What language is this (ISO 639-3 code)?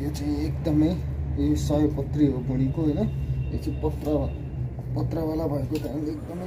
nep